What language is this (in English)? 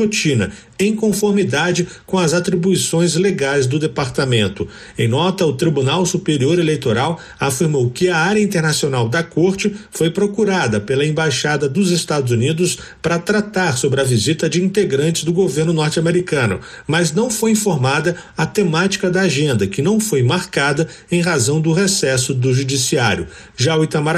Portuguese